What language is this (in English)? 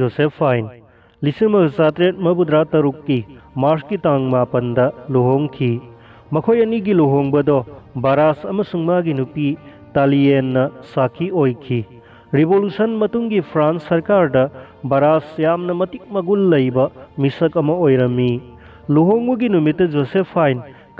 Manipuri